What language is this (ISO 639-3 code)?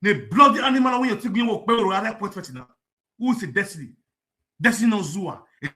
pcm